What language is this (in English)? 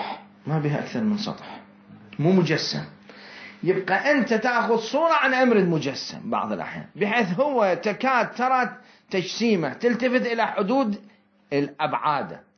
Mesopotamian Arabic